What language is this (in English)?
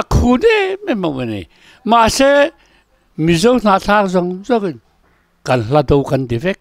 Mizo